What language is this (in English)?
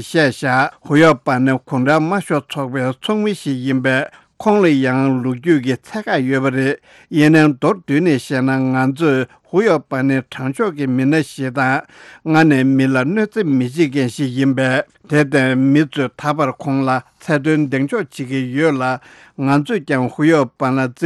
Tibetan